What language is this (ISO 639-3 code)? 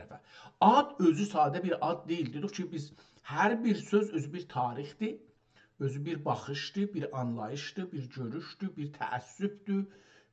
azb